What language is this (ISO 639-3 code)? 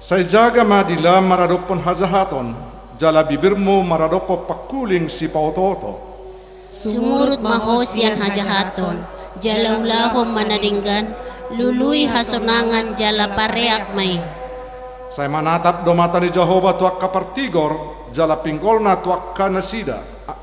bbc